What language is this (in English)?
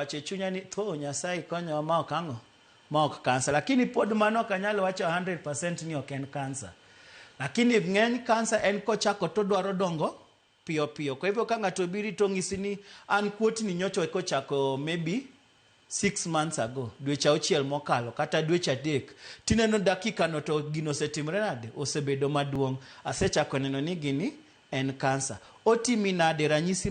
Luo (Kenya and Tanzania)